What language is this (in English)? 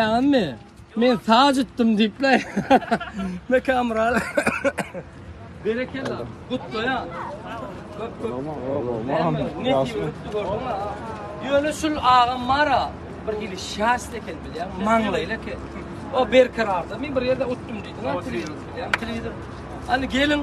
Turkmen